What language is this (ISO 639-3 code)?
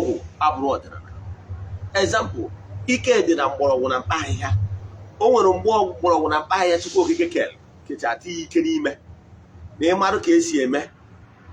ibo